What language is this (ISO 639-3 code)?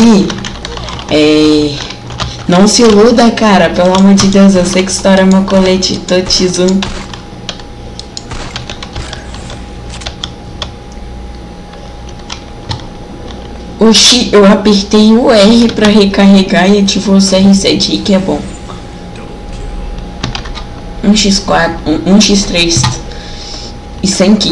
por